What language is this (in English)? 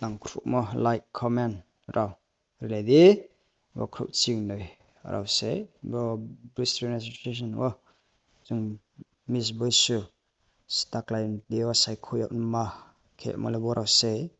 Riang (India)